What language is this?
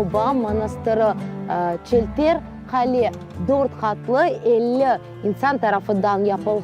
Crimean Tatar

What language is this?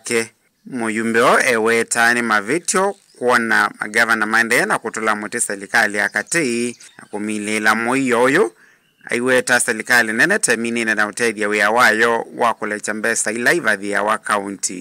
Kamba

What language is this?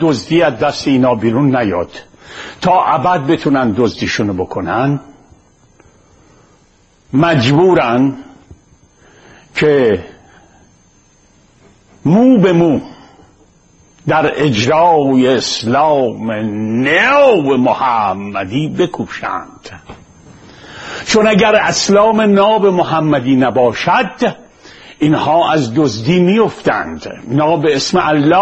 Persian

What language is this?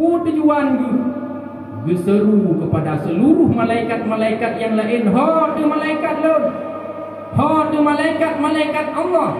Achinese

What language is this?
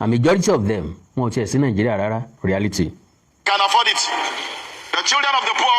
Yoruba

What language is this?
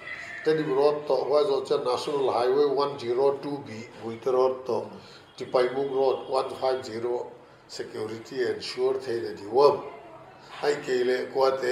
Paite Chin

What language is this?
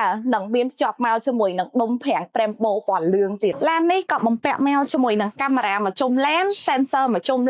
Khmer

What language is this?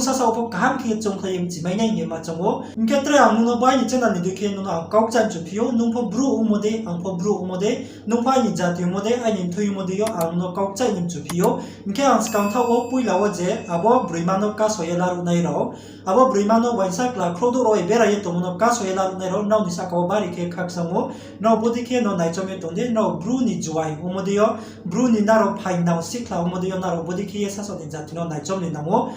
Riang (India)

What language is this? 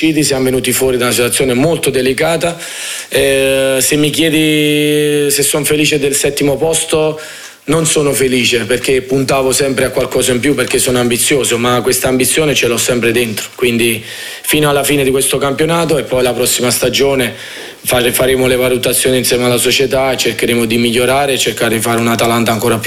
Italian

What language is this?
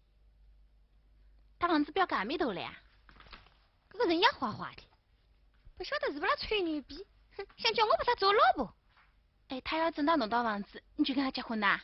Wu Chinese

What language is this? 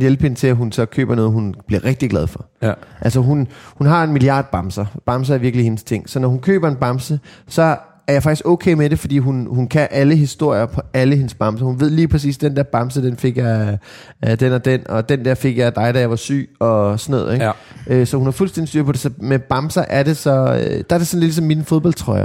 Danish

